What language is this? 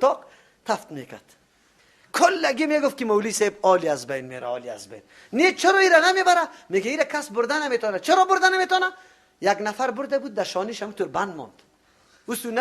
Persian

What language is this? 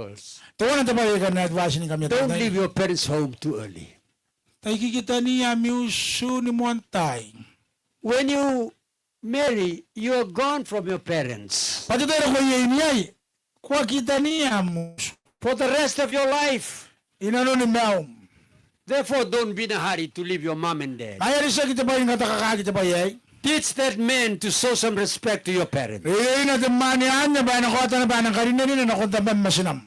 Gilbertese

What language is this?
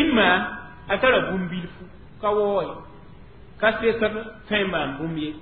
Mossi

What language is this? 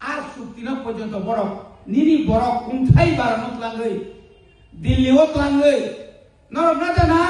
Kok Borok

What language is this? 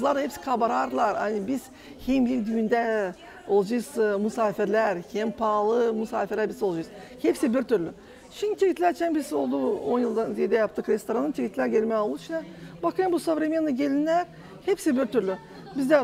Gagauz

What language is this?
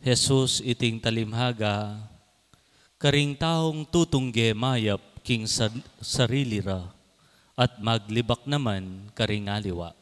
Pampanga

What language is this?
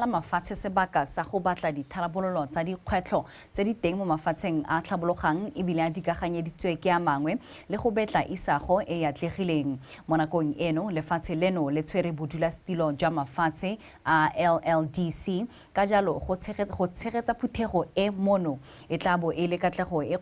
Tswana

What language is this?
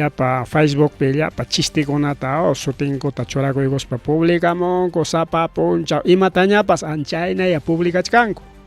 Ayacucho Quechua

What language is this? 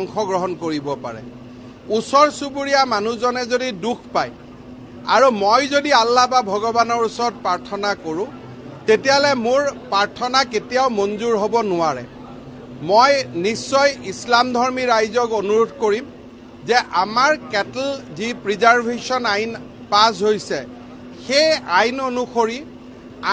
Assamese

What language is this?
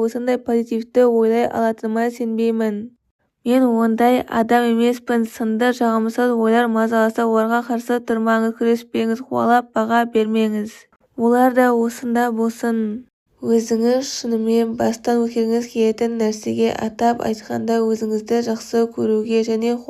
Kazakh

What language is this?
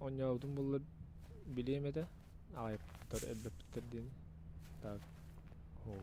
Yakut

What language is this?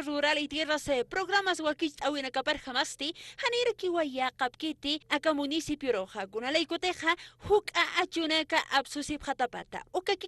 Aymara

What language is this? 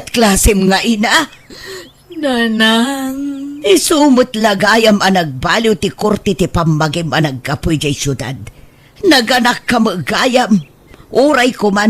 Iloko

